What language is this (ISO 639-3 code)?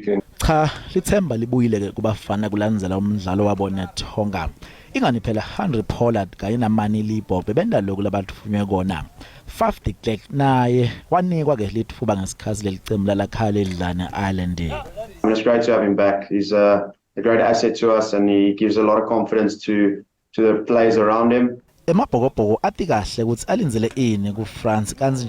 zul